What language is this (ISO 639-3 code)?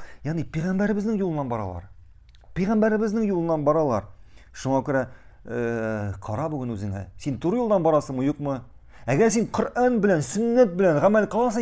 tat